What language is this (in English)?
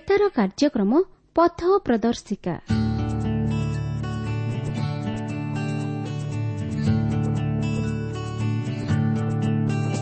Odia